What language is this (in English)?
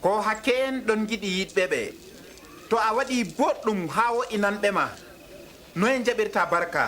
Adamawa Fulfulde